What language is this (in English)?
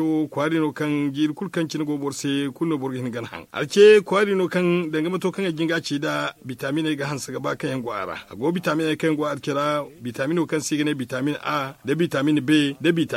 Zarma